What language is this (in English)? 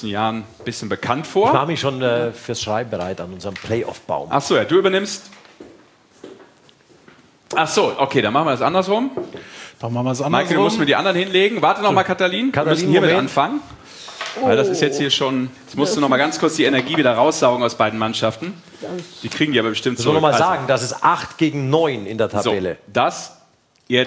German